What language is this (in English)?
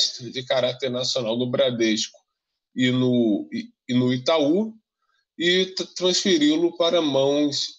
Portuguese